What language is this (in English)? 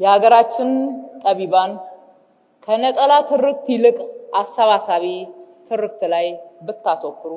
Amharic